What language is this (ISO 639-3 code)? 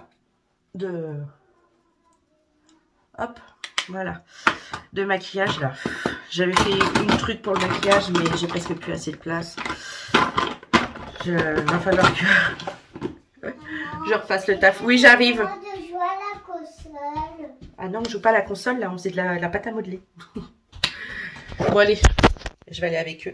fra